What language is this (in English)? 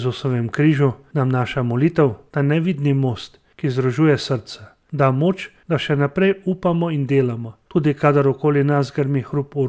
Slovenian